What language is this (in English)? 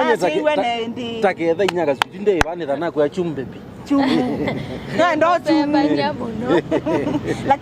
Kamba